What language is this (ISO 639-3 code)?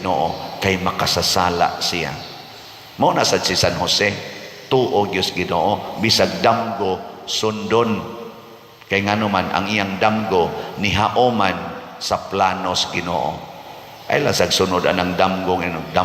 ceb